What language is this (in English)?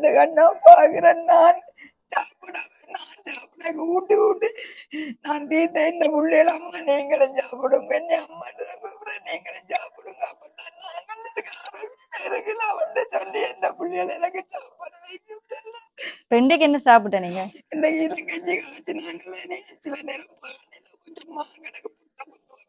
Tamil